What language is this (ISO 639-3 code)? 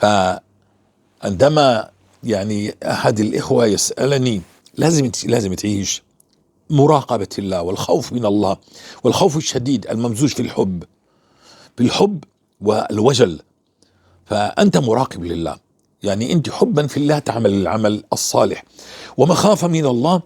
apc